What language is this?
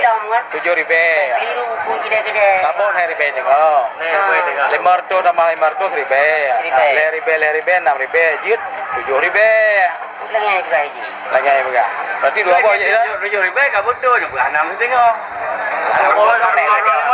Achinese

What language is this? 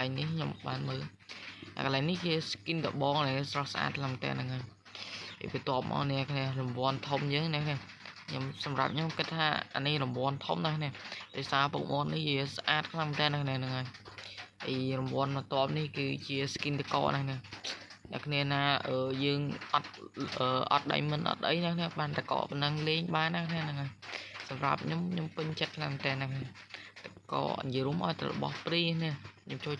Khmer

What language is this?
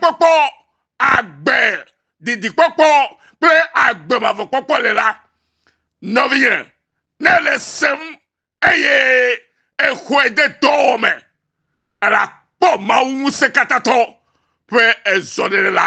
Ewe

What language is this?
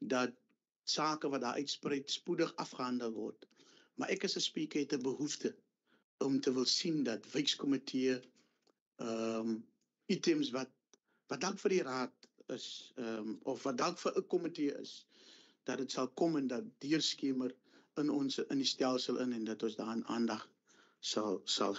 Afrikaans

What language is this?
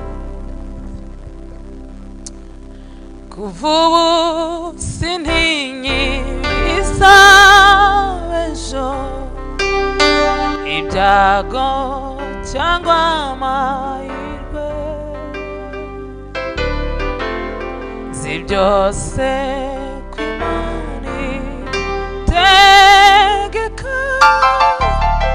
Kinyarwanda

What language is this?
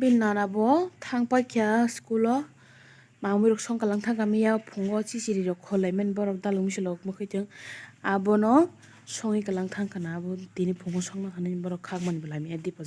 Kok Borok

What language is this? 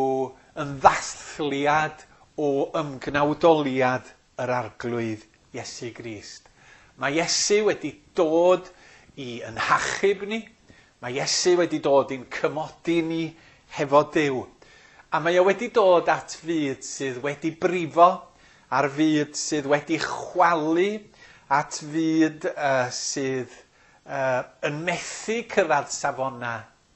Welsh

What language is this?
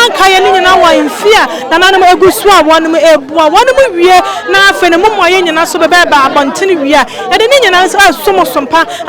Akan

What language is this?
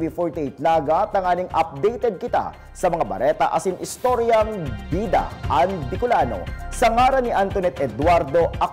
Bikol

